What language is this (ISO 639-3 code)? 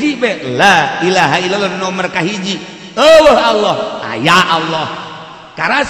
sun